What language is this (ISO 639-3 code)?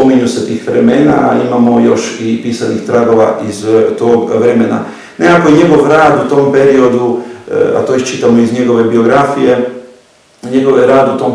hrv